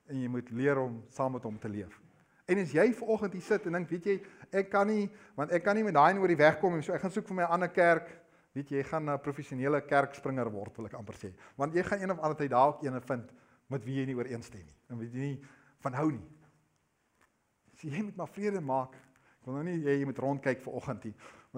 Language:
Afrikaans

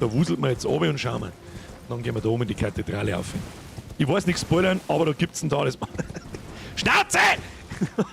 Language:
Bavarian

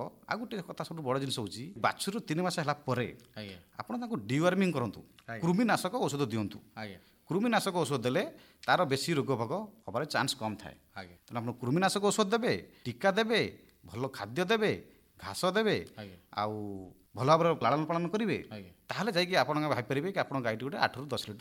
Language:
Odia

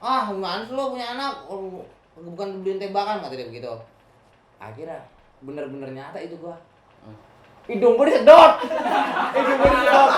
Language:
Betawi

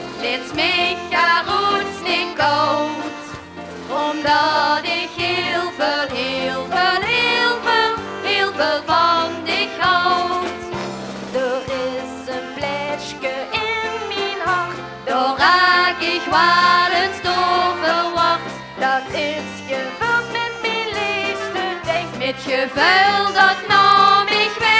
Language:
Limburgish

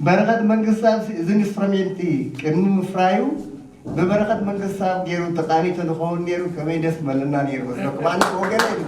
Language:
Tigrinya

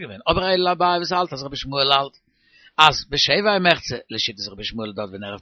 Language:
Yiddish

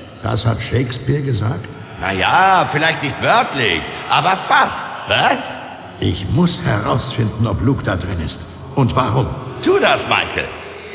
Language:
Bavarian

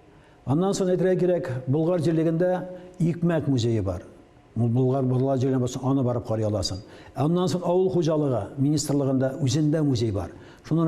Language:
Tatar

